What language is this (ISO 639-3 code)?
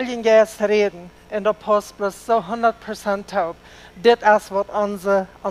pdt